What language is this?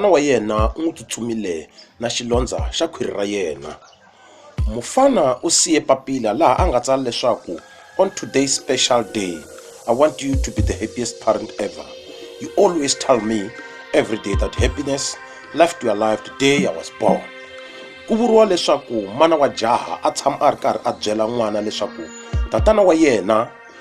Tsonga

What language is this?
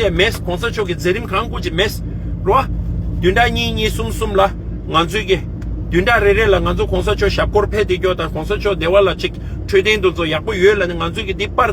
Tibetan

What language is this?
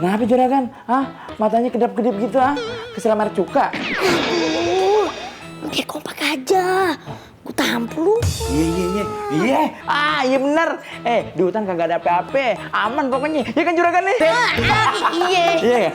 Betawi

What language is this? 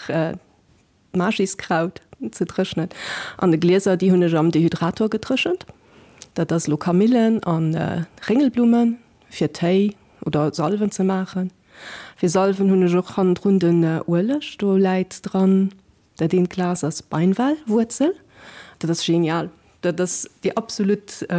Luxembourgish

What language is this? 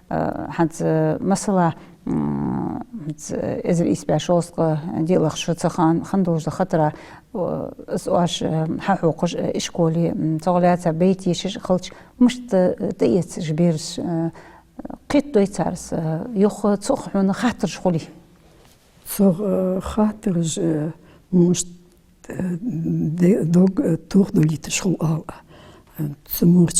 Ingush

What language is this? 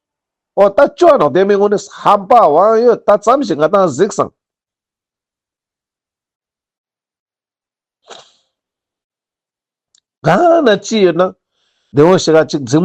Ladakhi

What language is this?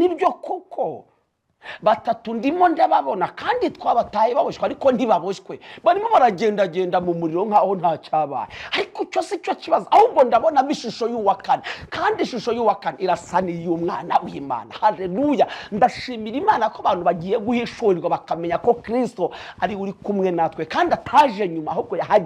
Kinyarwanda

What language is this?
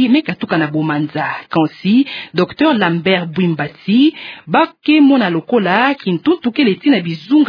Kituba (Democratic Republic of Congo)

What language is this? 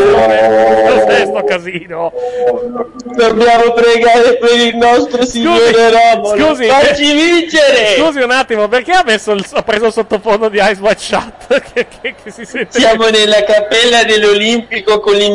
Italian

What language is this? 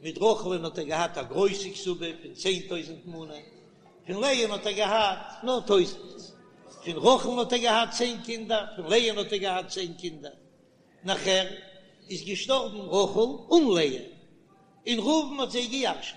Yiddish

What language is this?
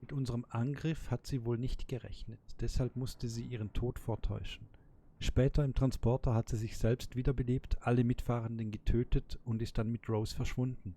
Swiss German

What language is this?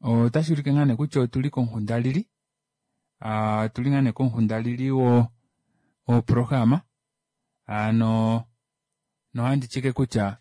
Kuanyama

